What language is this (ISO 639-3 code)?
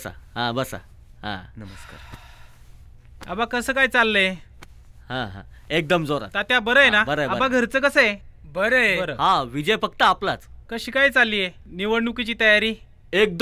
mar